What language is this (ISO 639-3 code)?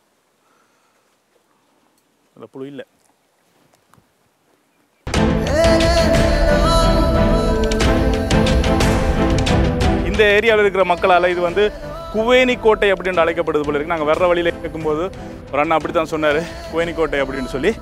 tam